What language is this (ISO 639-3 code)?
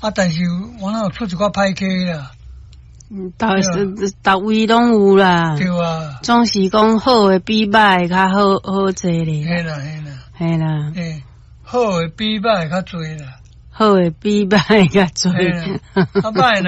nan